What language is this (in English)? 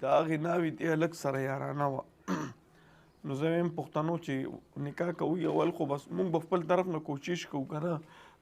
Pashto